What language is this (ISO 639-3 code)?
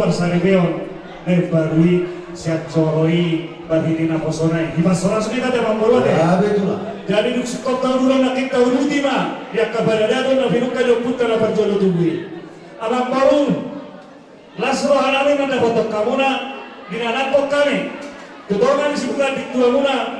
bbc